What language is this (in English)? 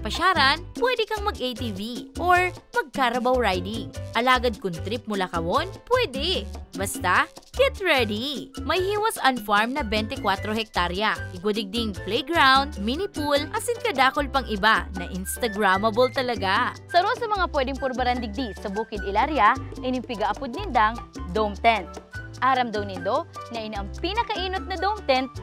Bikol